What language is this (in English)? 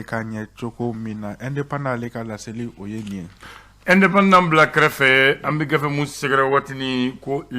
Bambara